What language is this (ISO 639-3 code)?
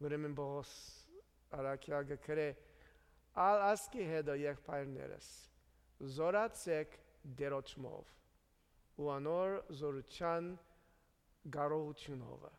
hye